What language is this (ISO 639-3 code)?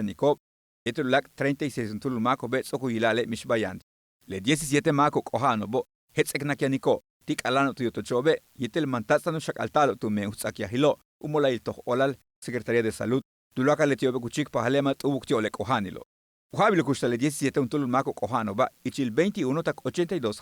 yua